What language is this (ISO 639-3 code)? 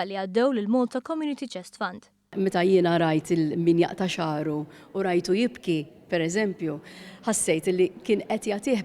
mlt